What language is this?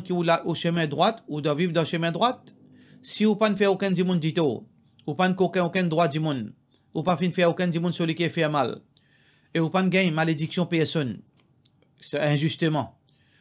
Morisyen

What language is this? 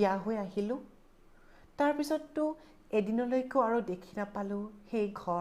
Assamese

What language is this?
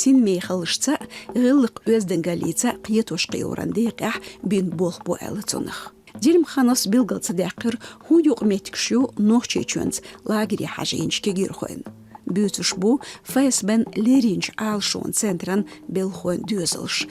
Chechen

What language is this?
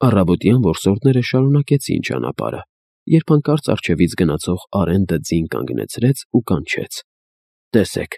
Armenian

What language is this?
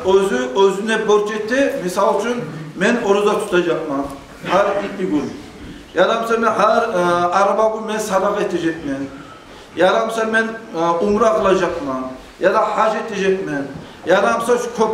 Kumyk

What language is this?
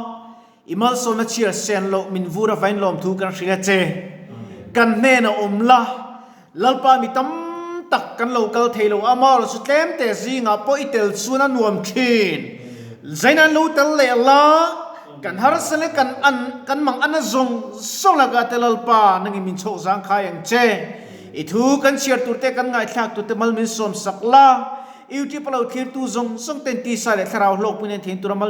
Mizo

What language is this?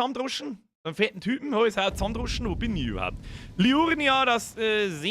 Bavarian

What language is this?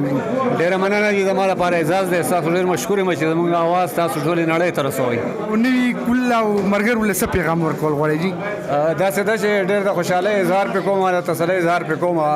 Pashto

